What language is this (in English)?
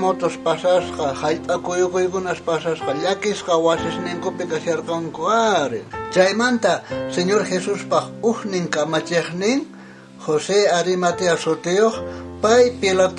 South Bolivian Quechua